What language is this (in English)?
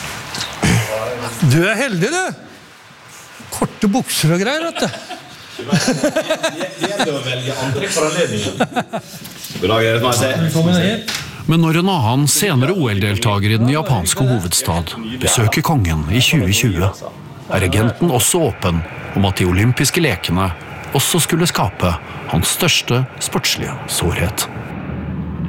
Norwegian